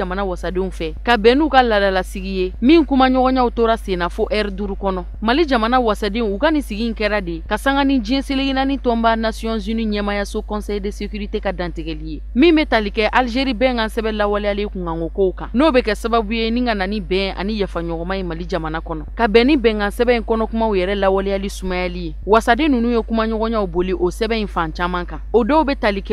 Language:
Bambara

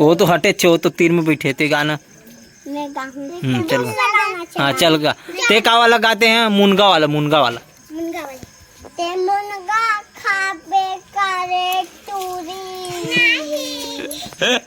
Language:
Chhattisgarhi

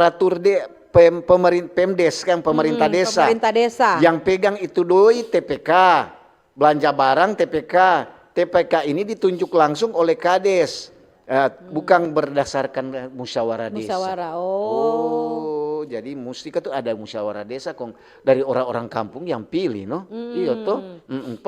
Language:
Manado Malay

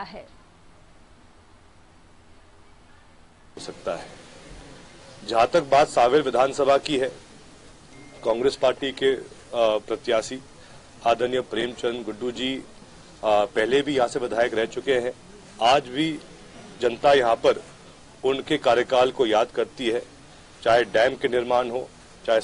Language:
Hindi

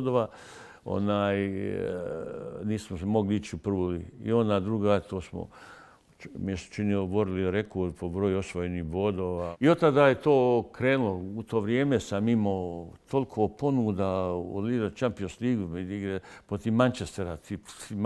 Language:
Bosnian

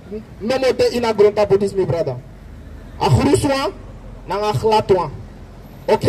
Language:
Sranan Tongo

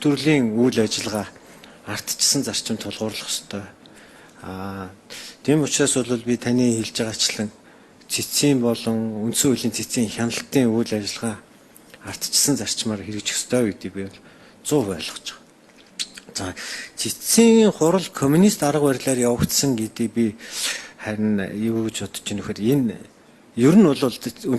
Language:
Mongolian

